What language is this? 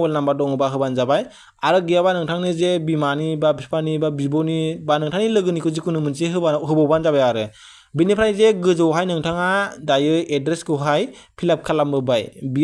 Bodo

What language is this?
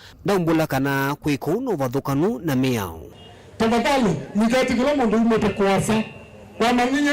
Kamba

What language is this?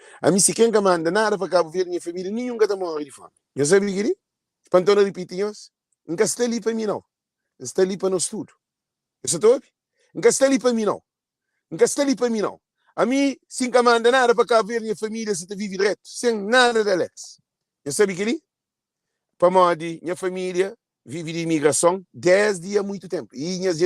Kabuverdianu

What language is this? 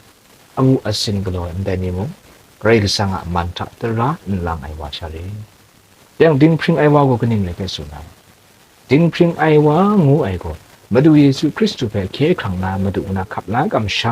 Kachin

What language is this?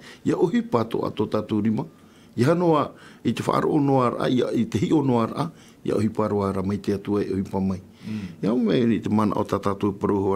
Tahitian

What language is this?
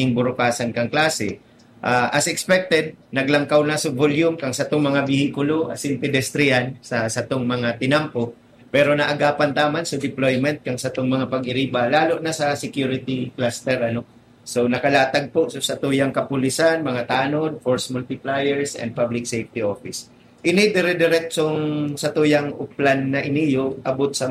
Bikol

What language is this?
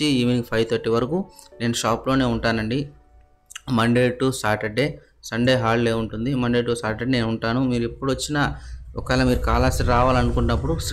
Telugu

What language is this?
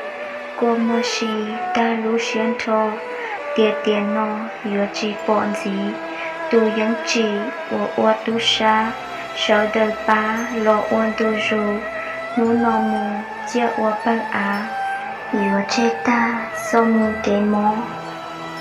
Hmong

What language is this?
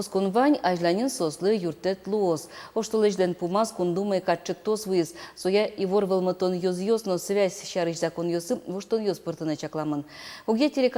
Udmurt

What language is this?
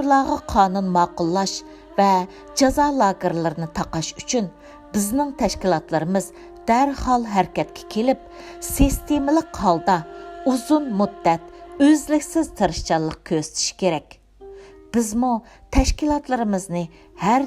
Uyghur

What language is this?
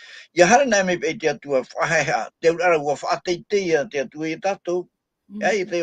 Tahitian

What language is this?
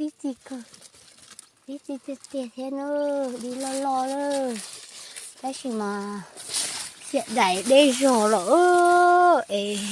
Hmong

